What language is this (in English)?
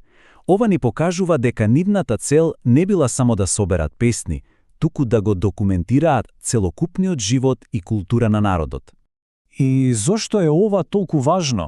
Macedonian